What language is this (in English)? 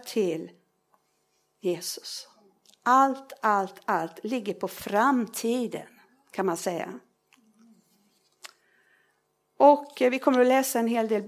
Swedish